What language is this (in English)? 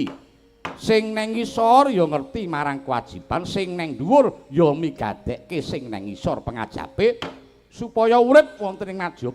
Javanese